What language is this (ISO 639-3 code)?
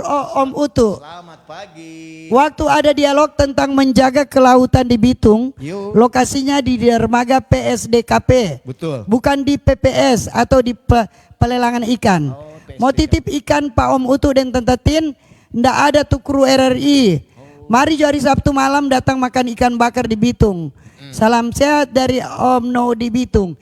xmm